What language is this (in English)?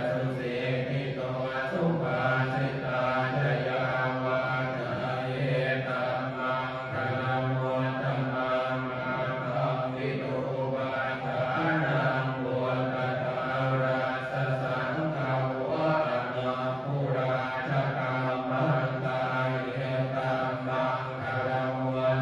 Pali